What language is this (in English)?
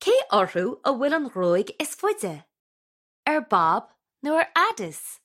Irish